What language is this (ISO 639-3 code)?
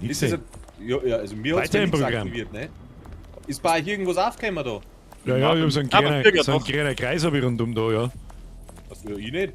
bar